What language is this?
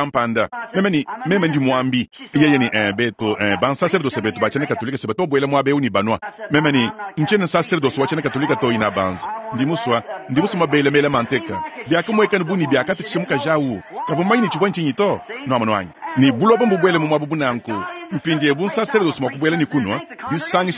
Luba-Lulua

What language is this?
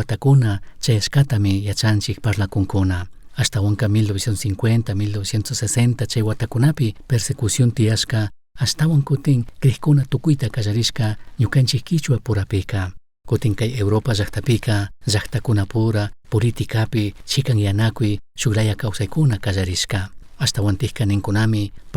Chimborazo Highland Quichua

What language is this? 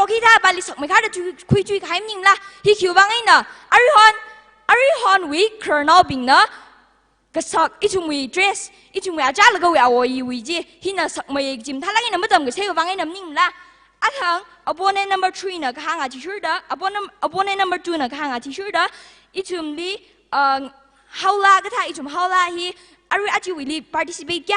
Tangkhul Naga (India)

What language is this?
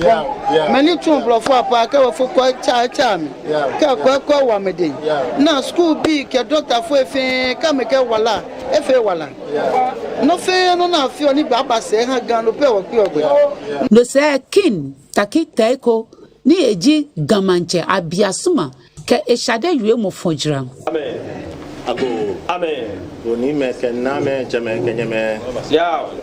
Ga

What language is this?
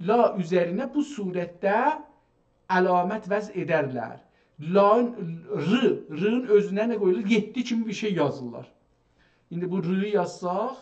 South Azerbaijani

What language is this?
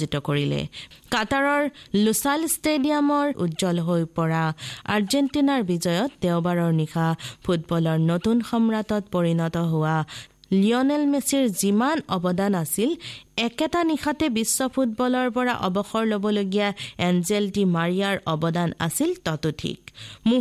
Assamese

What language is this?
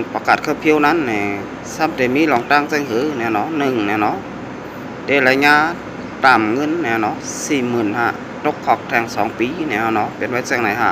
Shan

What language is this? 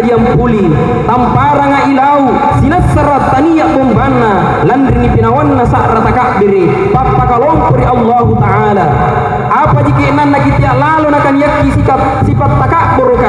Makasar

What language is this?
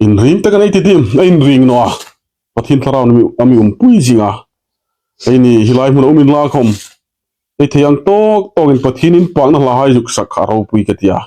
Hmar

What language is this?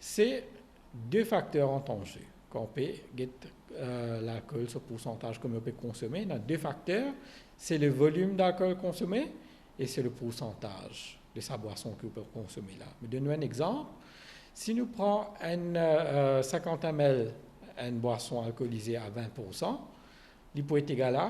Morisyen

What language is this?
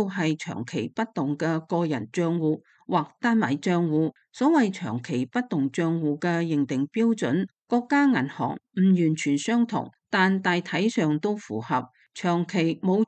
Cantonese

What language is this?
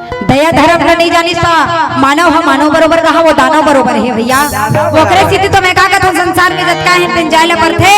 Chhattisgarhi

